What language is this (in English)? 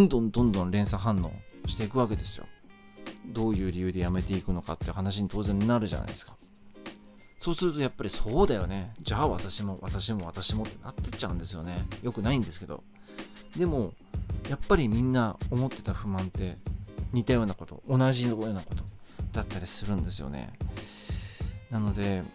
Japanese